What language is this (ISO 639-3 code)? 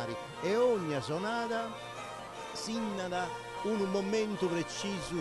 srd